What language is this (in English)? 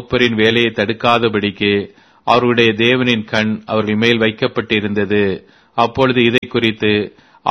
Tamil